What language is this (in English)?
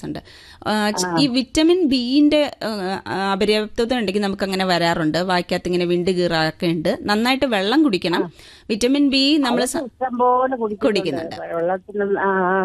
Malayalam